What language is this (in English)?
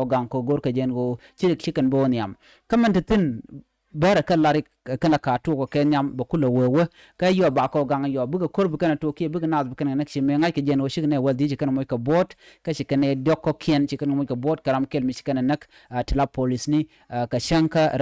Nuer